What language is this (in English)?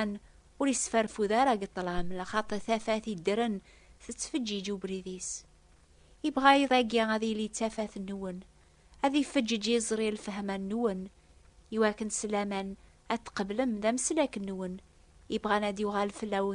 Kabyle